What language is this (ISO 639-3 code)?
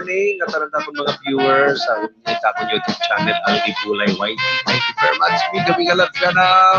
war